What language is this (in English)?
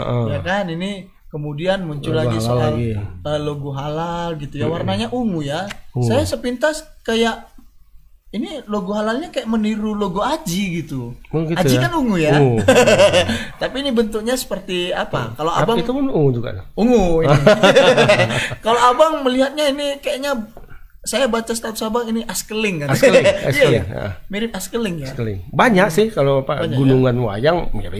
Indonesian